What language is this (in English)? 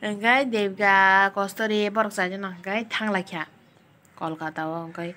Kok Borok